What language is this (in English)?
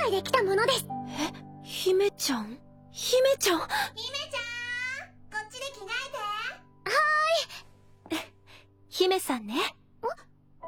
Japanese